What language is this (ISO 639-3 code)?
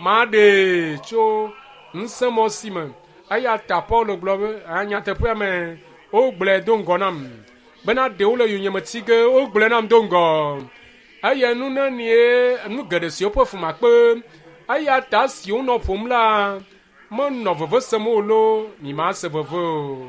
ewe